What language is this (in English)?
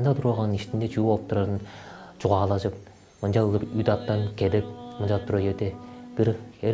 Tuvinian